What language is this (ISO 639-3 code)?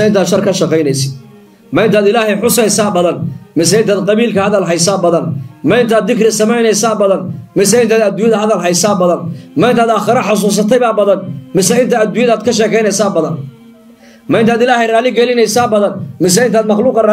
som